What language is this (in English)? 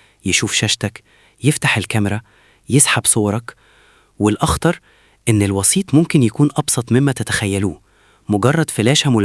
Egyptian Arabic